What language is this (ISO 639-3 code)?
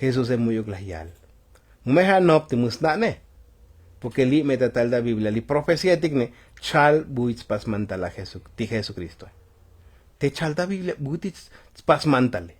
tzo